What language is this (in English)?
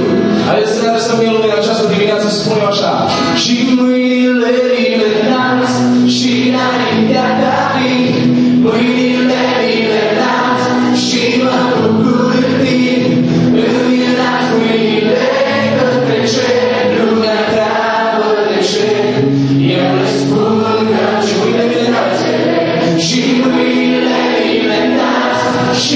Romanian